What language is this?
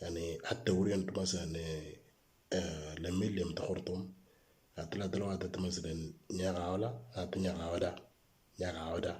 Moro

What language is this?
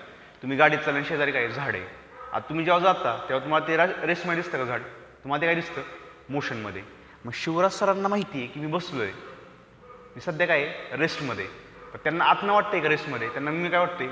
Marathi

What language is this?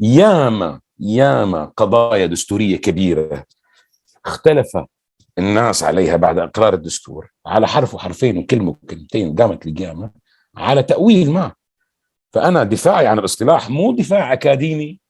North Levantine Arabic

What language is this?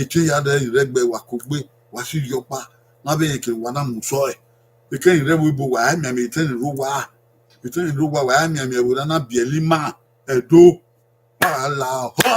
Bini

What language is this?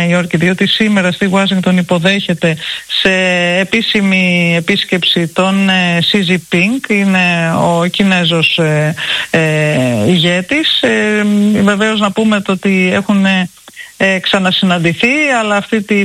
Greek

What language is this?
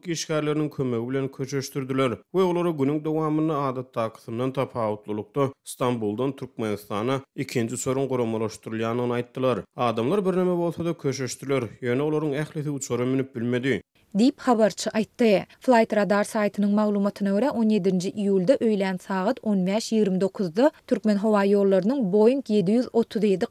Turkmen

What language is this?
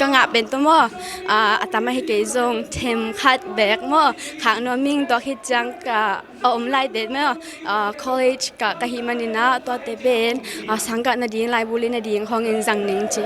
Tedim Chin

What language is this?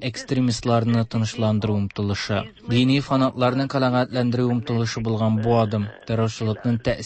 Tatar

